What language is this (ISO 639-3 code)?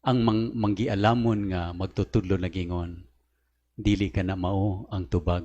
ceb